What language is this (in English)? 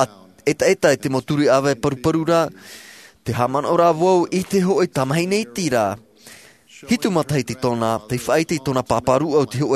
Tahitian